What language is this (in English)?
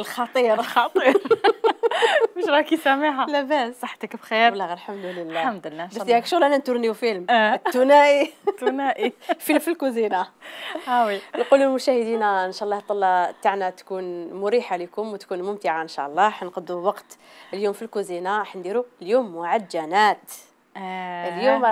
Algerian Arabic